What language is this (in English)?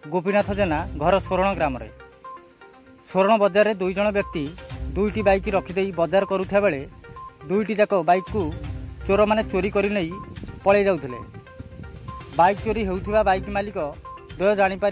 Odia